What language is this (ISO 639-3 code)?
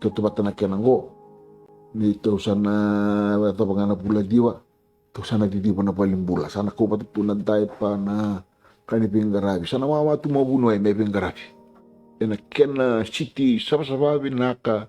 fij